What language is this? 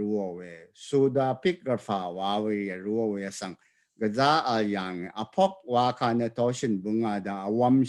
Rawang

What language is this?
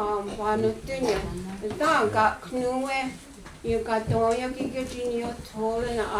Mohawk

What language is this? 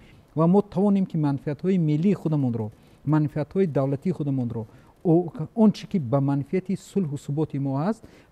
Tajik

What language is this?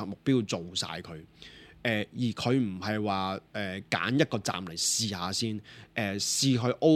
Cantonese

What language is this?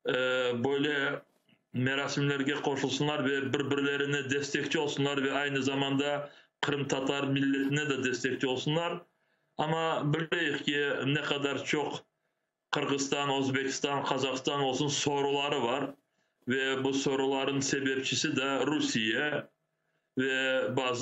Crimean Tatar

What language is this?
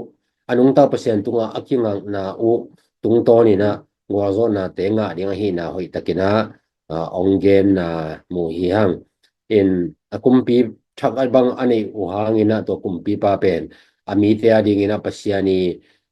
Tedim Chin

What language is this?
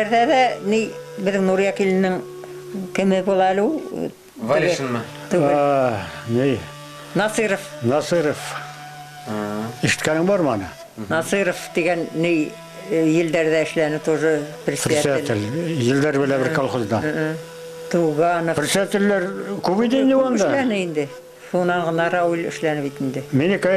Bashkir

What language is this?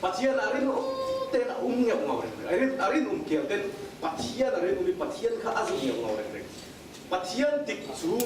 Falam Chin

